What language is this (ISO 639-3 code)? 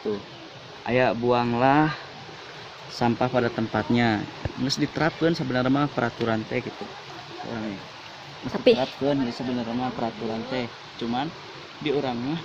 sun